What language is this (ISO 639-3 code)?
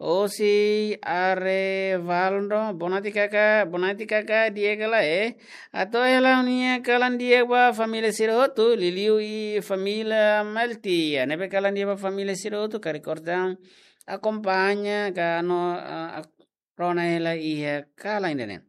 tet